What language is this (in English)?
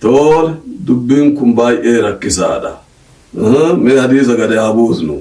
Oromo